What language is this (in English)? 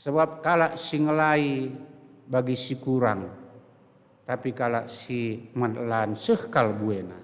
Batak Karo